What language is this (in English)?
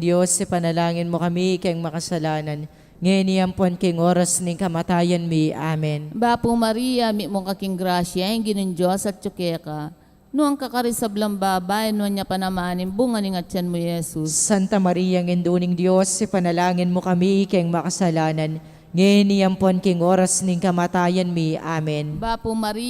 Pampanga